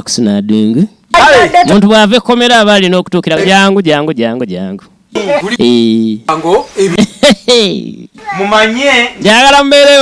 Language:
Ganda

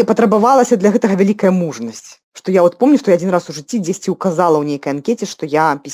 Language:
Belarusian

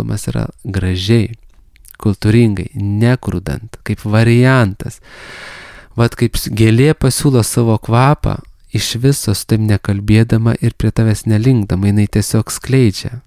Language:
Lithuanian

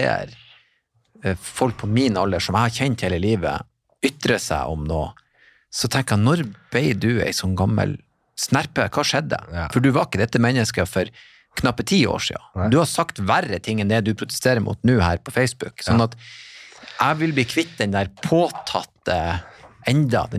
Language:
Norwegian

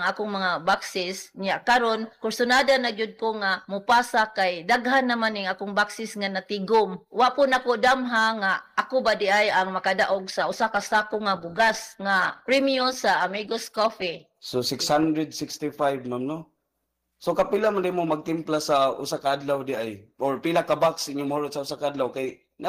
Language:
Cebuano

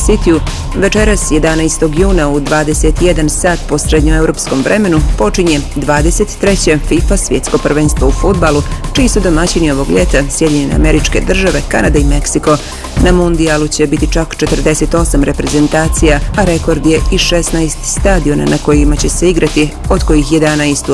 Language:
Bosnian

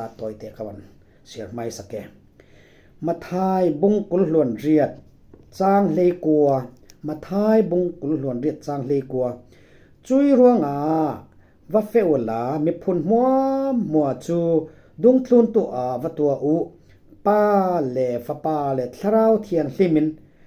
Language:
Falam Chin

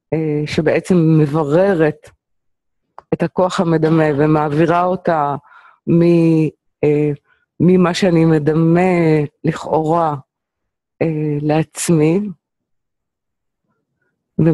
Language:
Hebrew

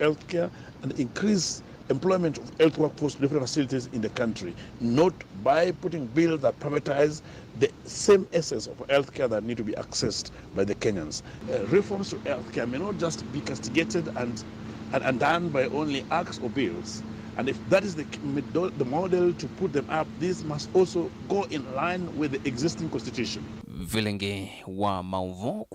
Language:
Kamba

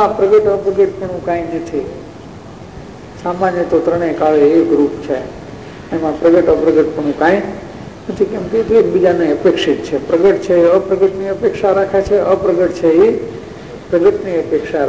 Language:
Gujarati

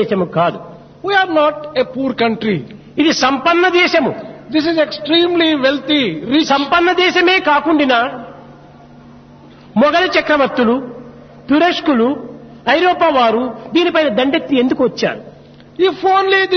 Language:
Telugu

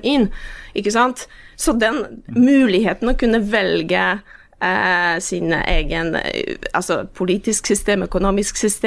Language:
Norwegian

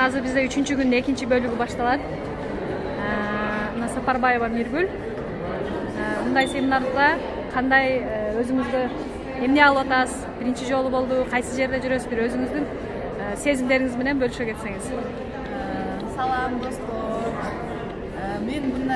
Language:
Kyrgyz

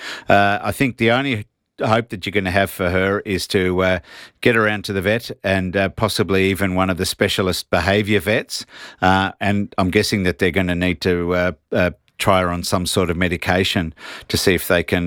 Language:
English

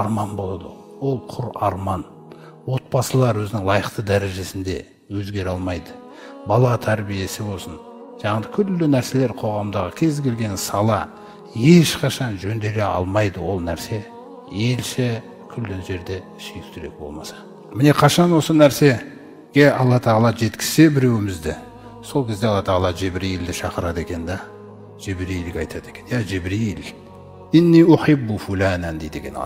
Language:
Kazakh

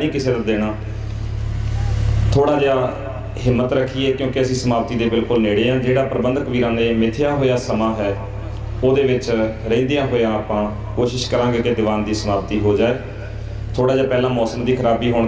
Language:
Punjabi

